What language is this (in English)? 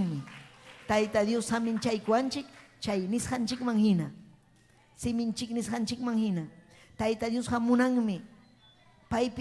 Ayacucho Quechua